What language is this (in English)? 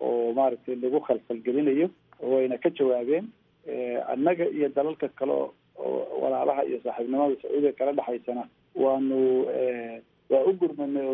Somali